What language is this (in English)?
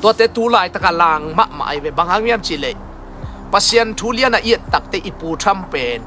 Tedim Chin